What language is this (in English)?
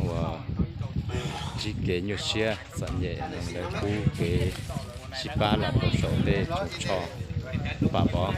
Hmong